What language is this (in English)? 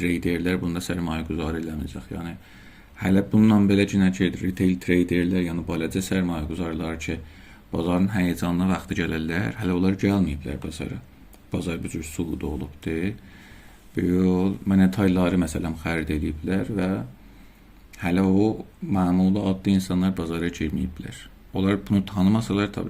South Azerbaijani